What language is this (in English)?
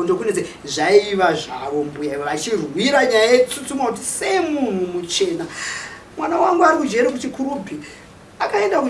Shona